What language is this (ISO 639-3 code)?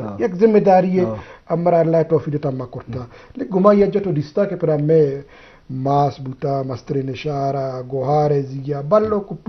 bgp